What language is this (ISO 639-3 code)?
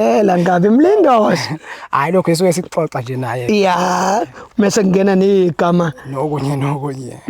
zul